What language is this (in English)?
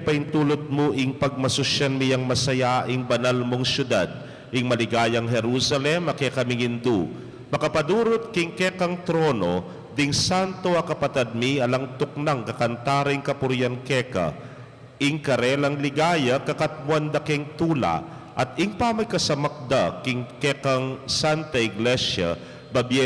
Pampanga